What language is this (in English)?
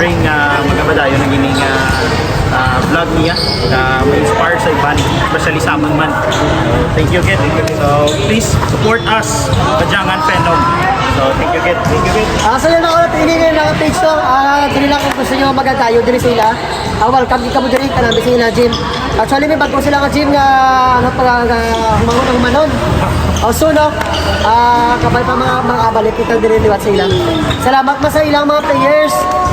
Hiligaynon